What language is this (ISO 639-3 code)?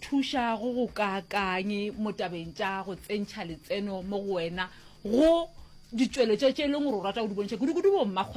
nso